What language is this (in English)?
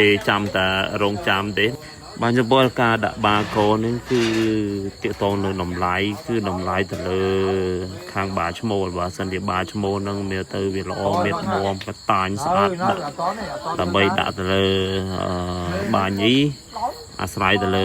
Khmer